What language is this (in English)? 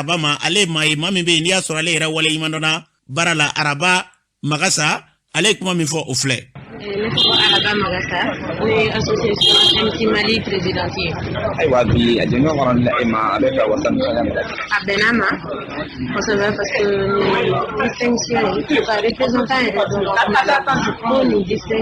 Bambara